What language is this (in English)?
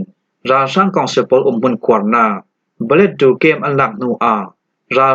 Falam Chin